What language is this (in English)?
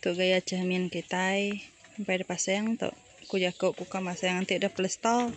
Iban